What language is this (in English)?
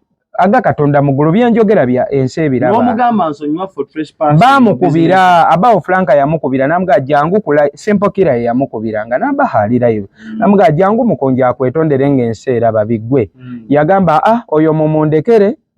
Ganda